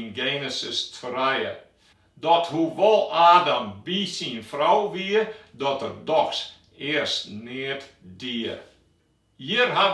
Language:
Western Frisian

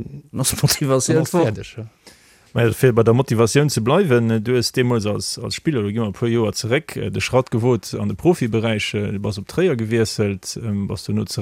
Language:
Luxembourgish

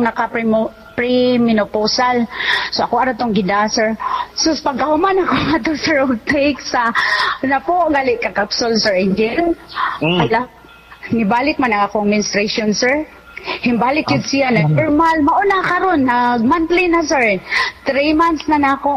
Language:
Cebuano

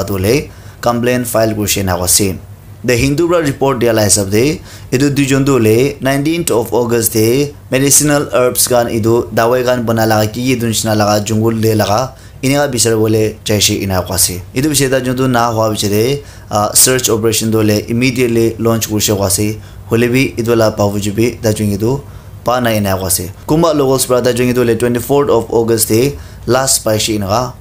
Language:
Naga Pidgin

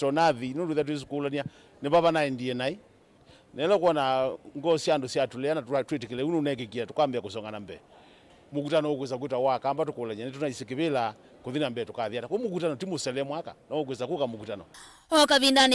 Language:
Kamba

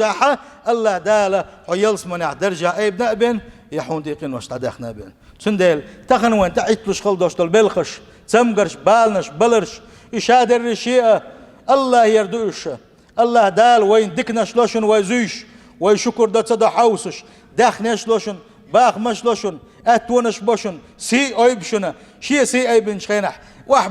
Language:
Chechen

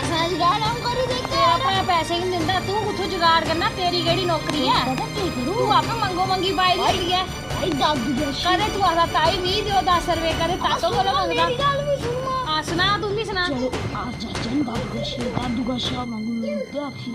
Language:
Dogri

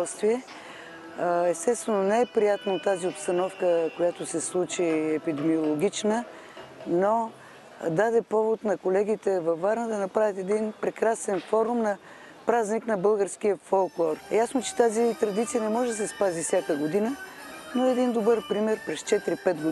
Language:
Bulgarian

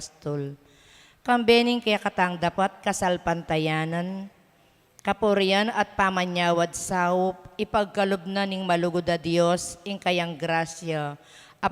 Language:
Pampanga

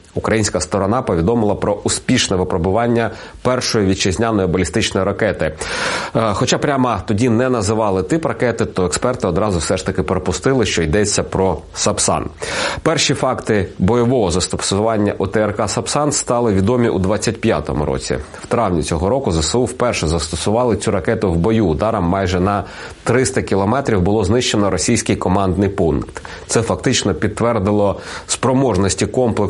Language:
Ukrainian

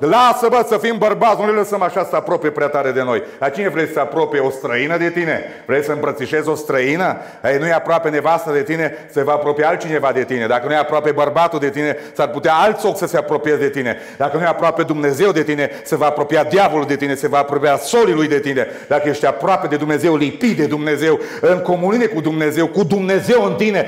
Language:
Romanian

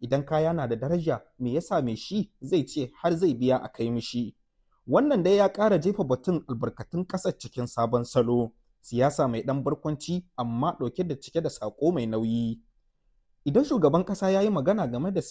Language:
Hausa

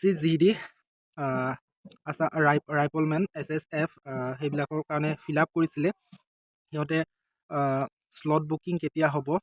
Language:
Assamese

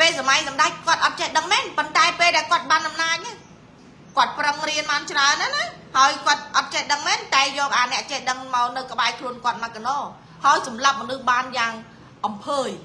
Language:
Khmer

